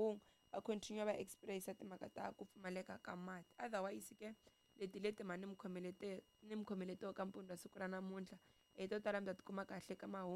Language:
Tsonga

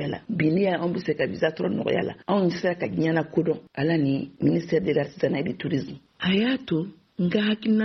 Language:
Bambara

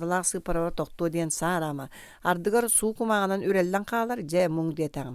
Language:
Yakut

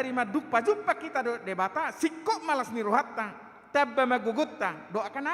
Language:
Batak Toba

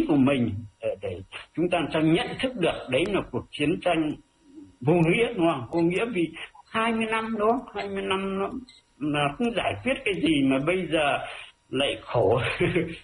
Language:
Vietnamese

